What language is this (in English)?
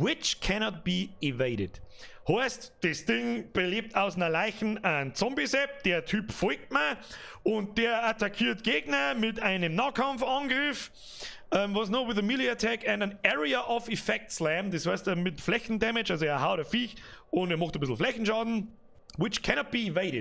Bavarian